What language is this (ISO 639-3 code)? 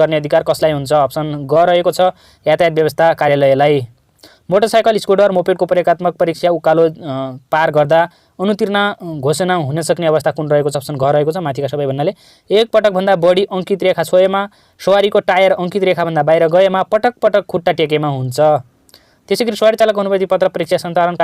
nep